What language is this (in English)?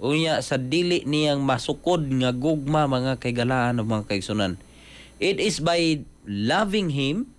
Cebuano